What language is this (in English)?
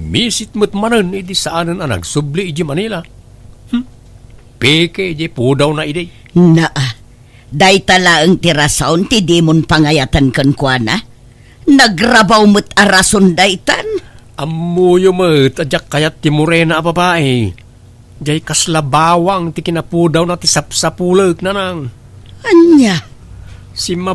Iloko